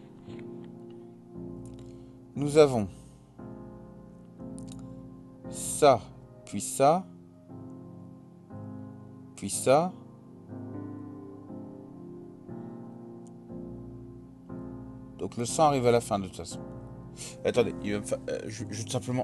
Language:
French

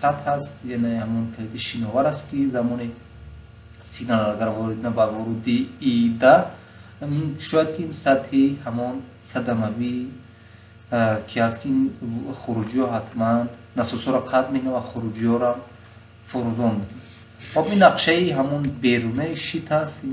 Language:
Tajik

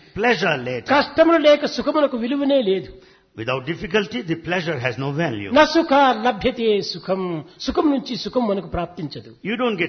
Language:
Telugu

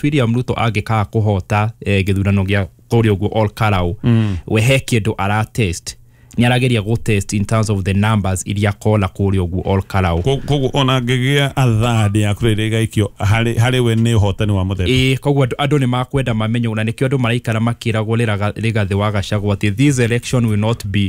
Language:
Kikuyu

